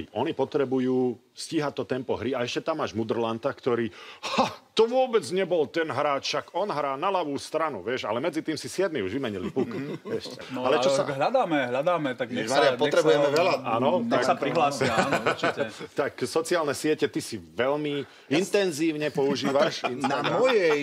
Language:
Slovak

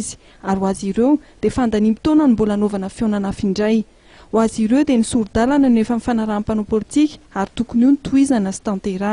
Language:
Malagasy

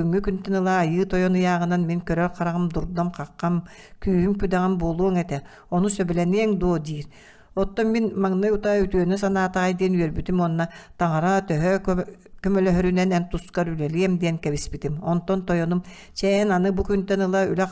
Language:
Yakut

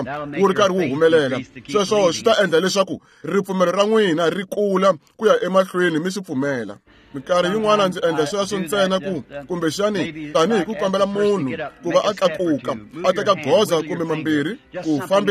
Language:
Tsonga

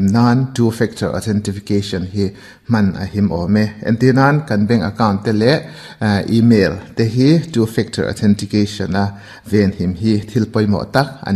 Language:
Mizo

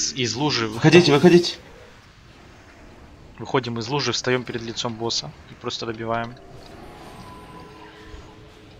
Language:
Russian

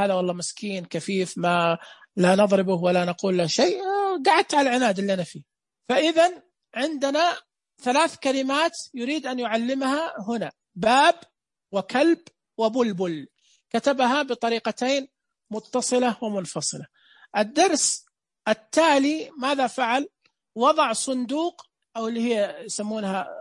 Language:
Najdi Arabic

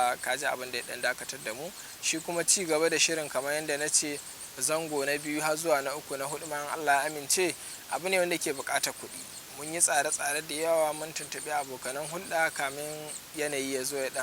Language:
Hausa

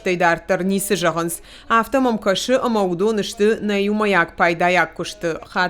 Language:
Ossetic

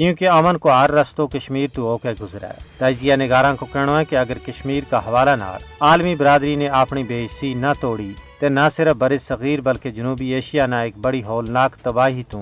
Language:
Gujari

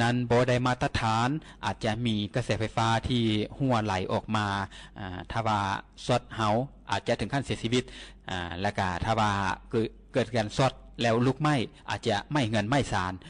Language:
Lao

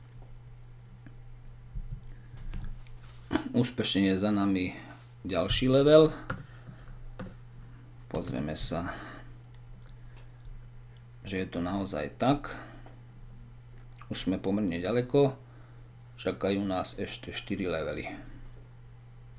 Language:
Slovak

